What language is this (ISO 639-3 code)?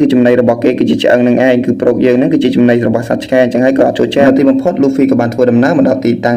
khm